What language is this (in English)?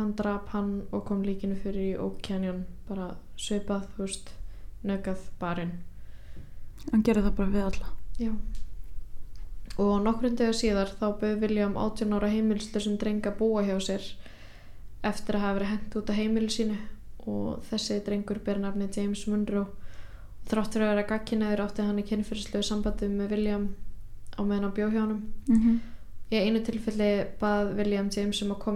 Icelandic